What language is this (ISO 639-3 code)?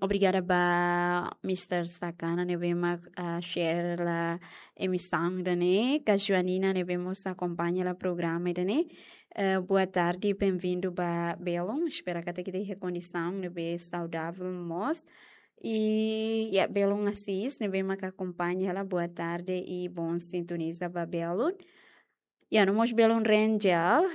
tet